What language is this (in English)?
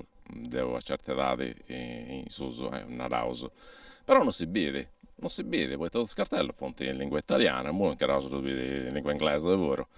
Sardinian